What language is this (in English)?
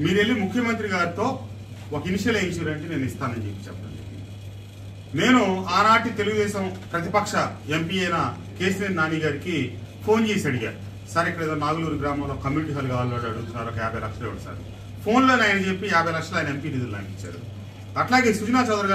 Telugu